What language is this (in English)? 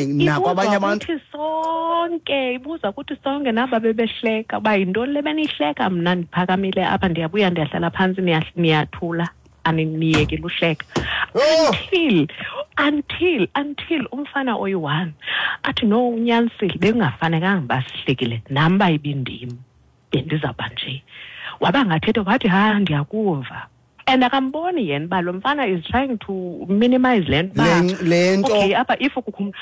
Xhosa